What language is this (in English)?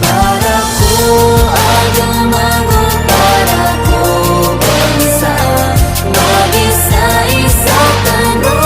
Maranao